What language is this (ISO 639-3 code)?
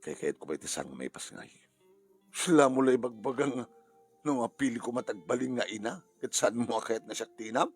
ilo